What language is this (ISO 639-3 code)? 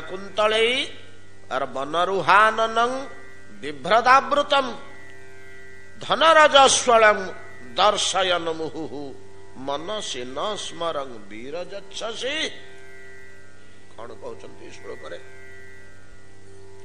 ori